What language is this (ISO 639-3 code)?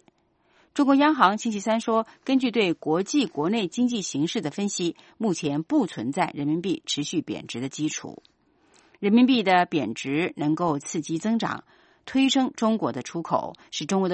zho